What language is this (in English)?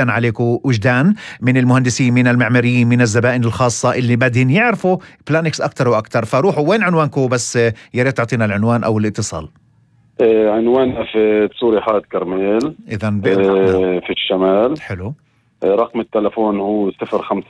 North Levantine Arabic